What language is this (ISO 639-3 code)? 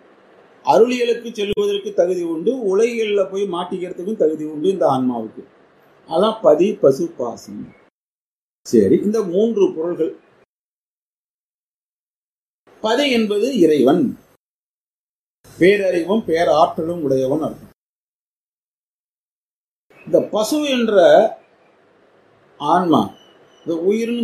tam